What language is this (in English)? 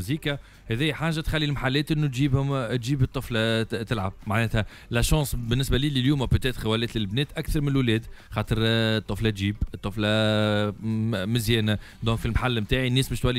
Tunisian Arabic